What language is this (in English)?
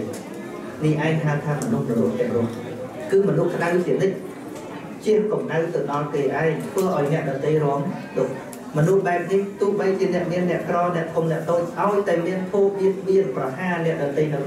Khmer